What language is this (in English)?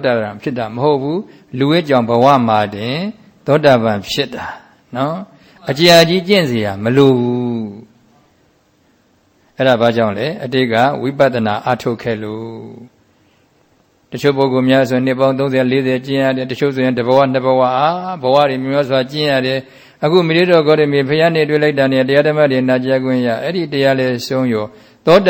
Burmese